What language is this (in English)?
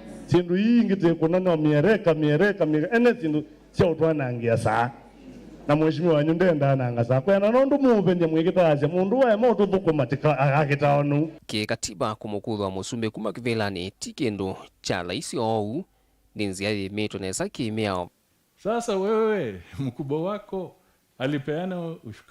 Kamba